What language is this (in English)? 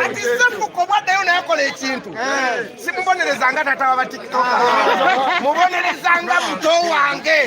Ganda